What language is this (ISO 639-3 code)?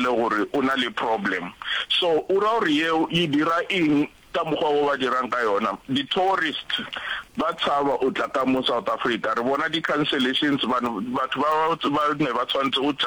nso